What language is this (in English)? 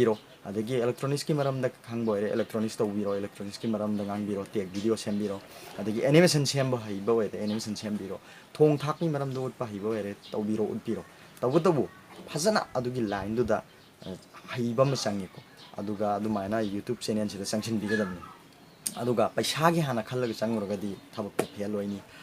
Manipuri